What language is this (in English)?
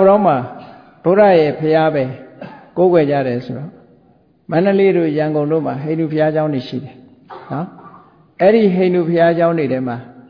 Burmese